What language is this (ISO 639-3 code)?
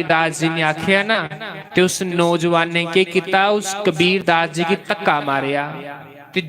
doi